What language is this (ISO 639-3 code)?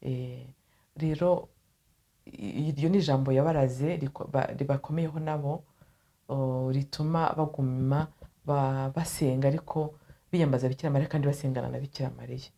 kin